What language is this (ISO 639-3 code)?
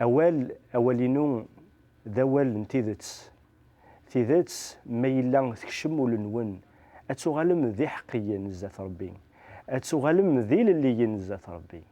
kab